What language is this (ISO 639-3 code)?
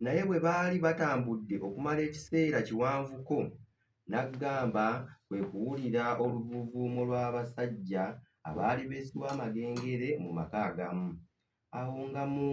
lug